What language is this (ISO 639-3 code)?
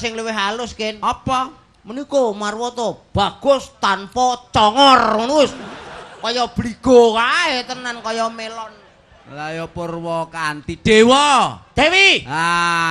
jav